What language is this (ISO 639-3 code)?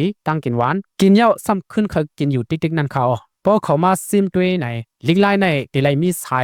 shn